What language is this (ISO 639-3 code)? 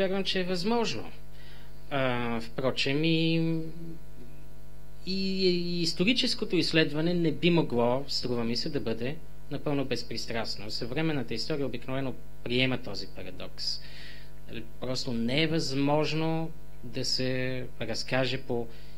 bul